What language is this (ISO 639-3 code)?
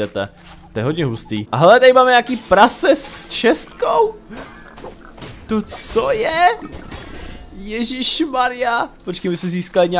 ces